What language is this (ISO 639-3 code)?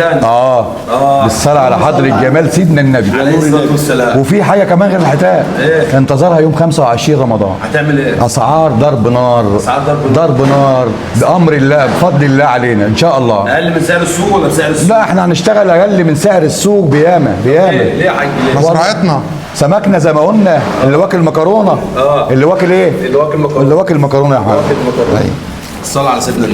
arz